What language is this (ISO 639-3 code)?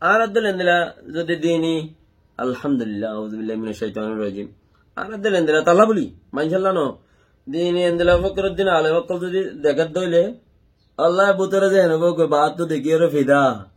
rhg